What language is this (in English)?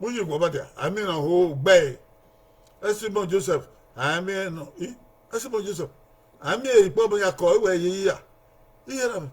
Bini